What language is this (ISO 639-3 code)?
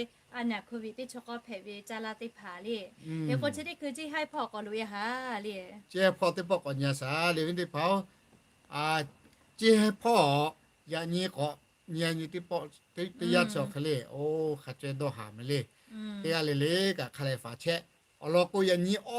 lhu